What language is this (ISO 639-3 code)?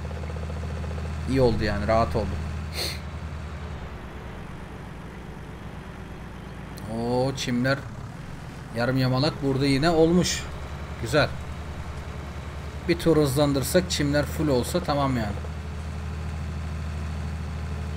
tur